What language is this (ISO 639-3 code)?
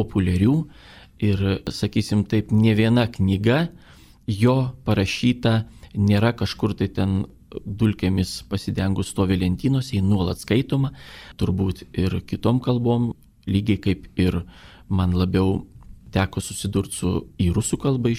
lit